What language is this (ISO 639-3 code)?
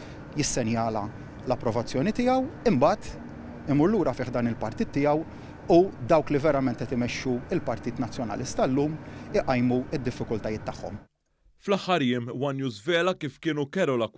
mlt